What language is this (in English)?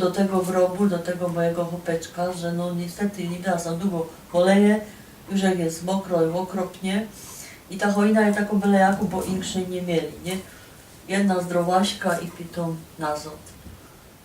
Silesian